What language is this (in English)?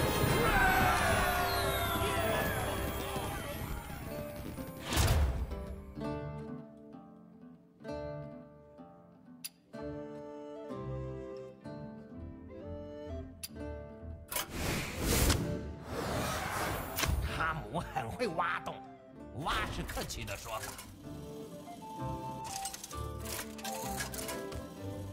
Chinese